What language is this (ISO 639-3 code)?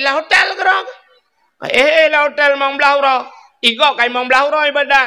ace